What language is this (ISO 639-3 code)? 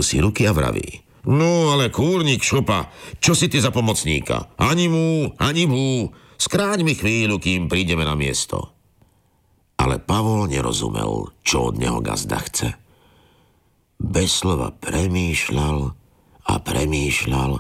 slk